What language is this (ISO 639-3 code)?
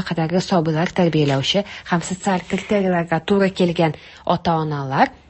tat